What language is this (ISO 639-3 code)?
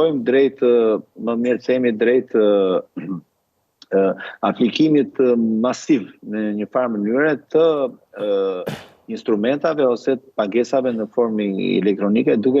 sqi